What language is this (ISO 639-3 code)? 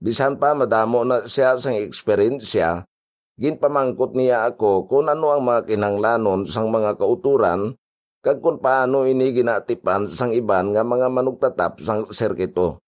hil